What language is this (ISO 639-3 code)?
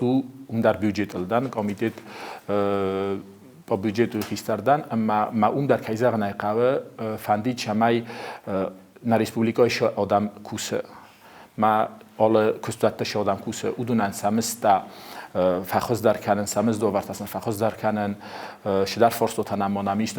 oss